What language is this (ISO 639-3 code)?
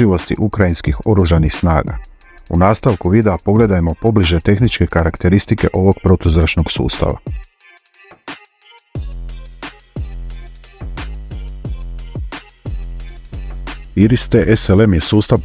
hrv